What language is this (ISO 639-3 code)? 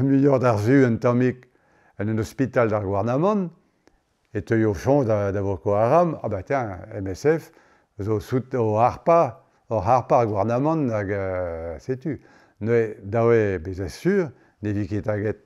bre